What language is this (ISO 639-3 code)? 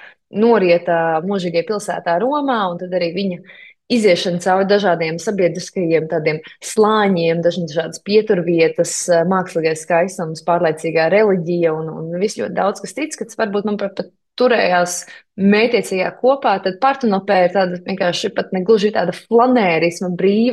lav